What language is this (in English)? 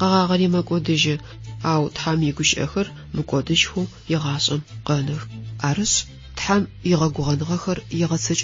Adyghe